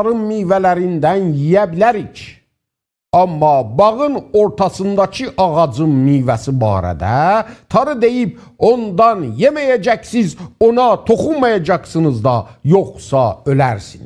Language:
South Azerbaijani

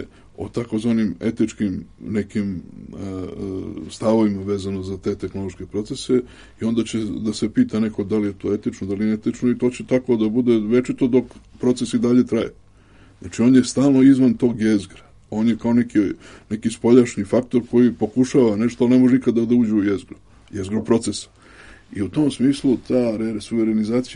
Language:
Serbian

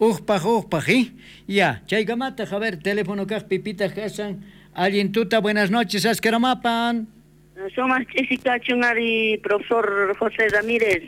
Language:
South Bolivian Quechua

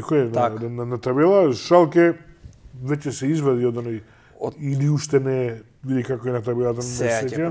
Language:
Macedonian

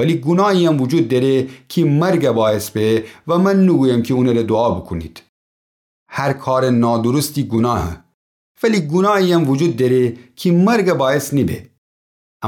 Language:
Gilaki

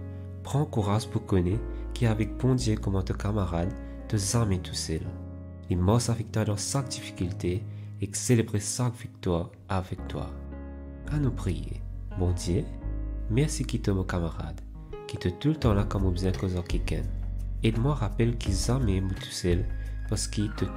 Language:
Morisyen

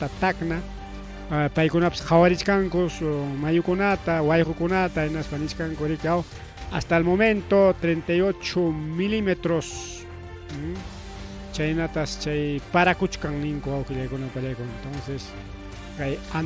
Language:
Ayacucho Quechua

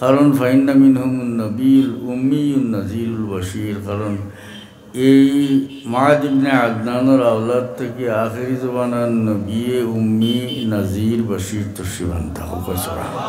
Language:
Sylheti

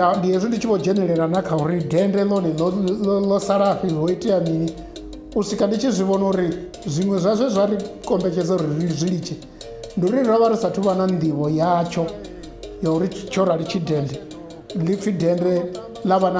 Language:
Venda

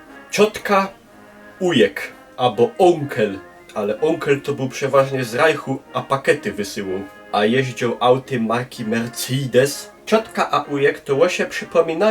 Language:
Silesian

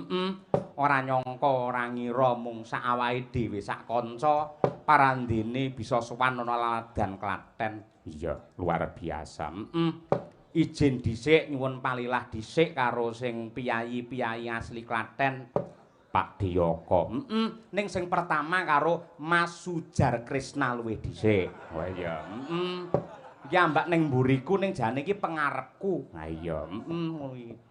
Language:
Javanese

